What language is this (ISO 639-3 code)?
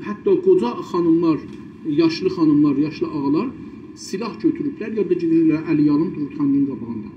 azb